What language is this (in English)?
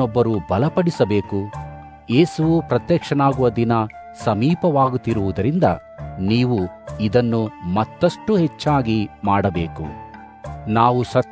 Kannada